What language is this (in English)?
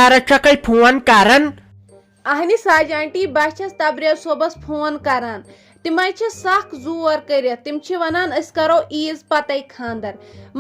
Kashmiri